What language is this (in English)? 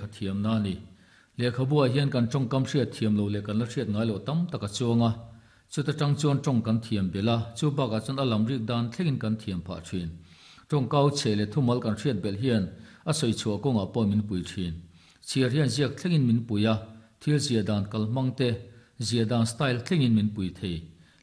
Mizo